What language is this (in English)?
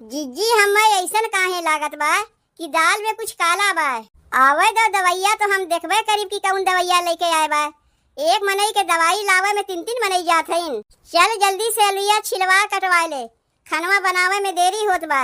Awadhi